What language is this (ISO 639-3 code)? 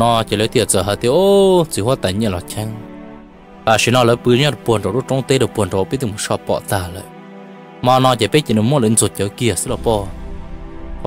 vie